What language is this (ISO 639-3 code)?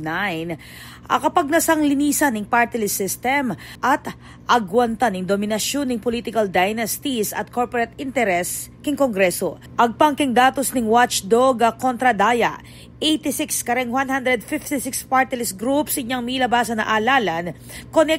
pam